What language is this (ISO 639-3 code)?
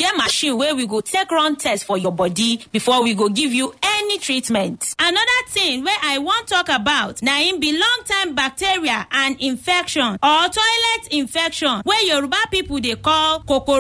pcm